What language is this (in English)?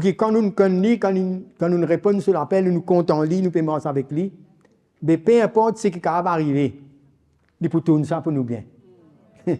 Morisyen